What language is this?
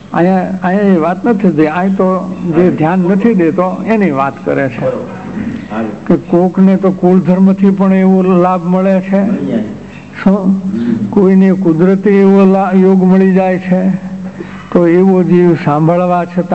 Gujarati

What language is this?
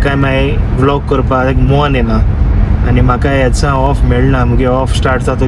Konkani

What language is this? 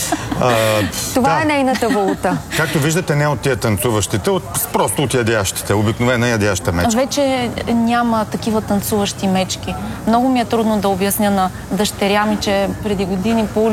Bulgarian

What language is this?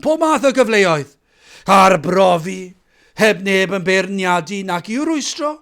Welsh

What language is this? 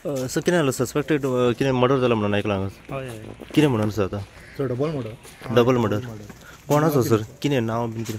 Konkani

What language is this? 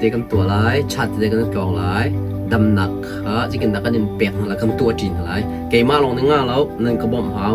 Hakha Chin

